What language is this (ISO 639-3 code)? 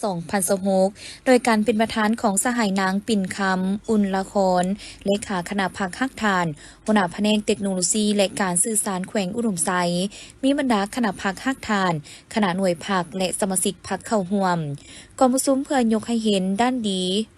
lao